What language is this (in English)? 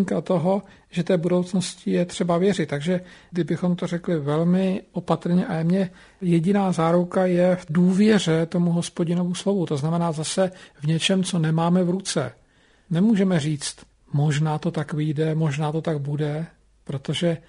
Czech